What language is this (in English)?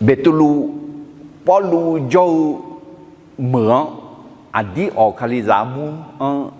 Akha